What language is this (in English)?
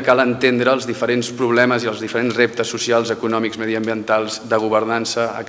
Catalan